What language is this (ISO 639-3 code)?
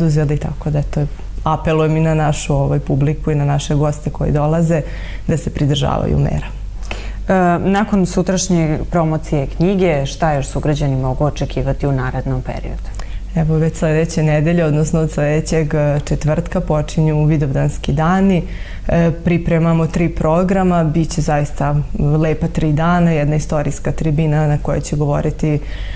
srp